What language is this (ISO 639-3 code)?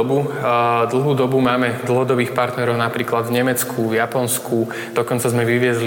slk